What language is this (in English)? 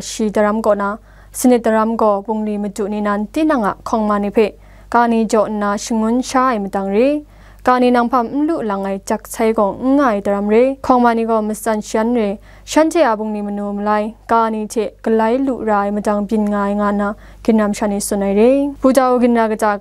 Kachin